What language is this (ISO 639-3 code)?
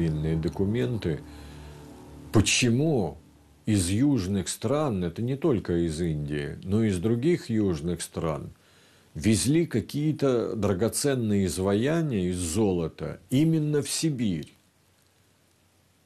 rus